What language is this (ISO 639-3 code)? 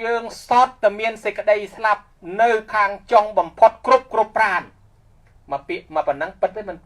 khm